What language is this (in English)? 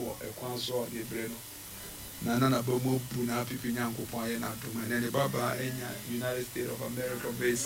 Akan